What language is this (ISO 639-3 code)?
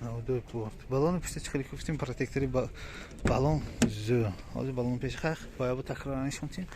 tgk